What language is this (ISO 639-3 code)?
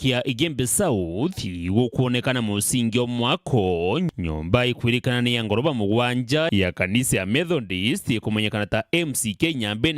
mer